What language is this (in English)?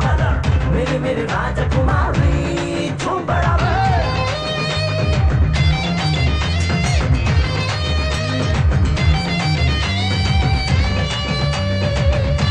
Kannada